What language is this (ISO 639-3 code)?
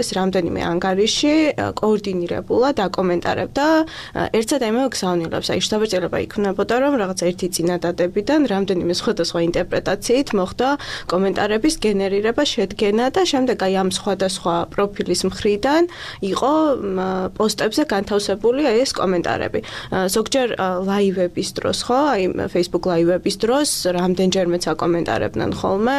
kat